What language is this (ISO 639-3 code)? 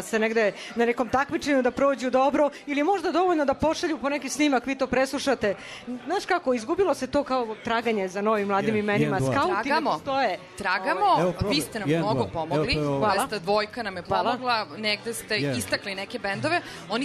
srp